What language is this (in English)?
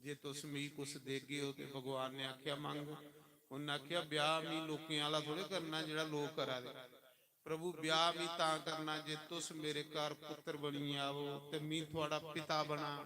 Dogri